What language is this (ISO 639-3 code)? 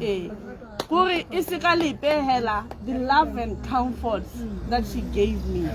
tsn